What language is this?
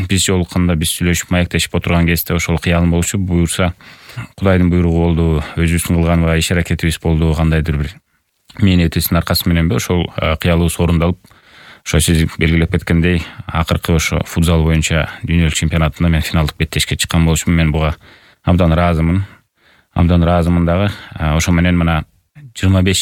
Kyrgyz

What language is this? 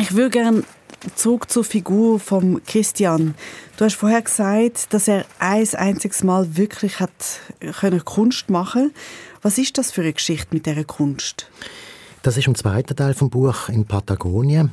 Swiss German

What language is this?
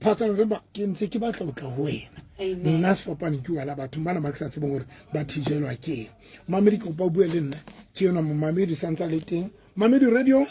Southern Sotho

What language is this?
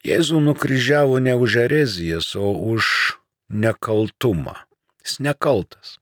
Lithuanian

